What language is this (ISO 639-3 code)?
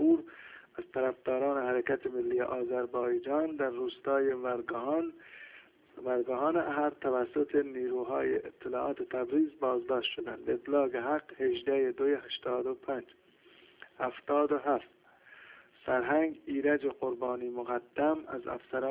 fas